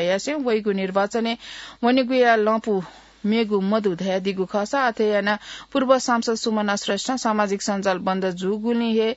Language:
Newari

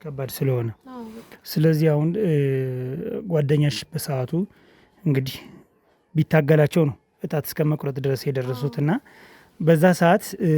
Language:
Amharic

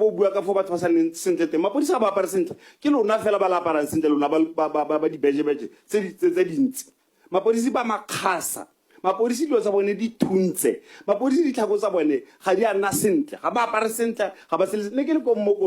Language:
Tswana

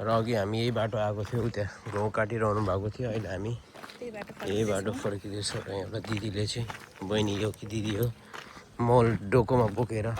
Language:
Nepali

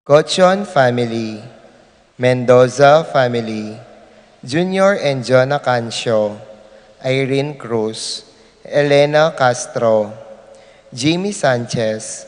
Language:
Pampanga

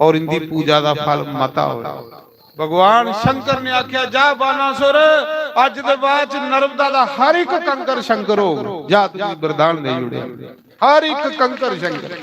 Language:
Dogri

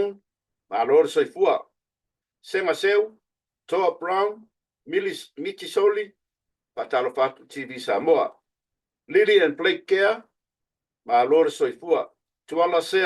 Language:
Samoan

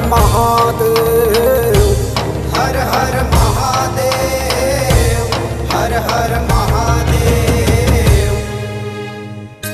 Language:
Chhattisgarhi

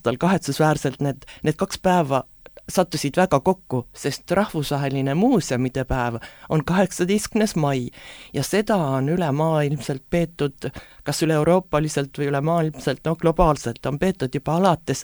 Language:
Estonian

